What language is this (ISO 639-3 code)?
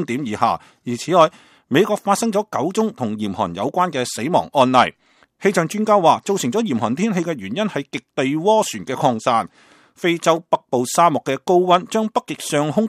yue